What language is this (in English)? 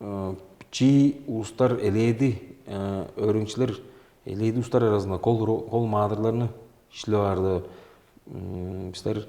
Tuvinian